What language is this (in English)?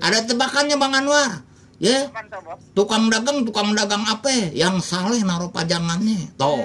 Betawi